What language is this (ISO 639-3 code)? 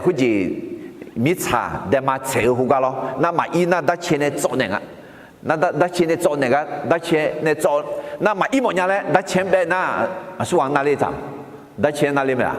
ahk